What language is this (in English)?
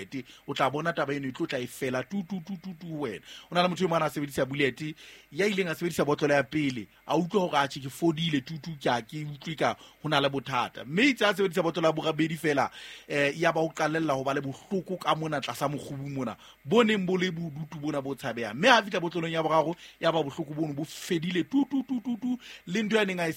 Southern Sotho